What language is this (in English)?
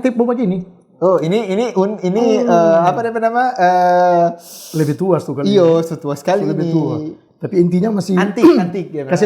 Manado Malay